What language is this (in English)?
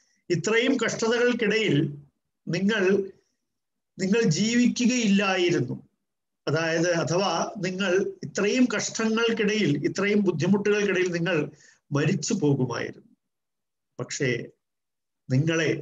Malayalam